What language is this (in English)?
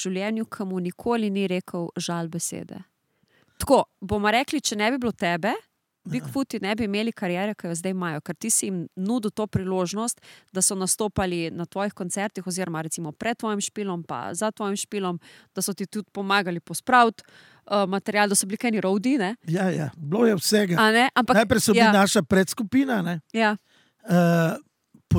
Slovenian